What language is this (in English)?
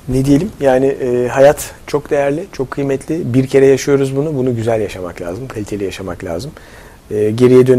Turkish